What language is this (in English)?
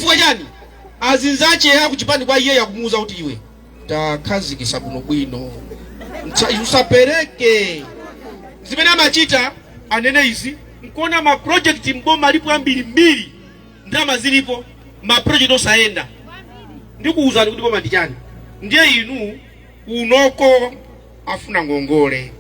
Nyanja